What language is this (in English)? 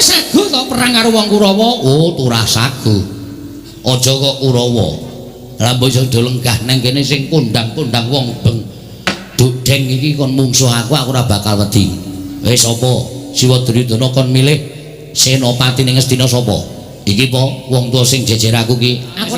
Javanese